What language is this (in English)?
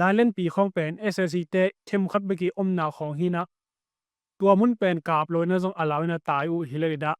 Tedim Chin